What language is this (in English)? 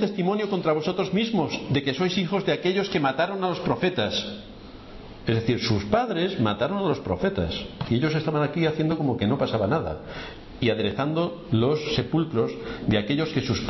Spanish